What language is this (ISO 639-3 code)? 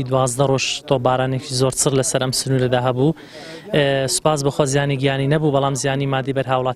ckb